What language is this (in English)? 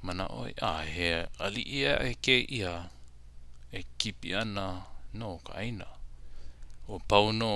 Hawaiian